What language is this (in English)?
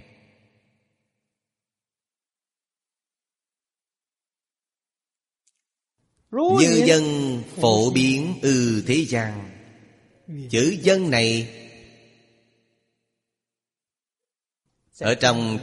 Vietnamese